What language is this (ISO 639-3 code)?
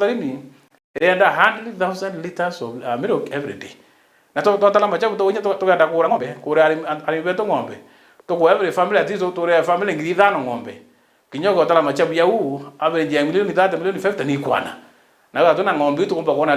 mer